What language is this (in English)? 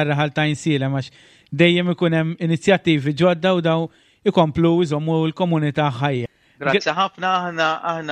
Maltese